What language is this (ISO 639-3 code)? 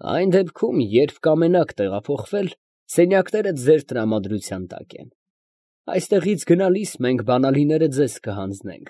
hye